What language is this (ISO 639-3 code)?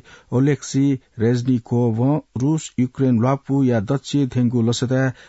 new